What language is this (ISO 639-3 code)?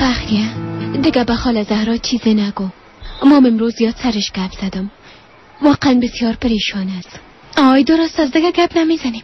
fas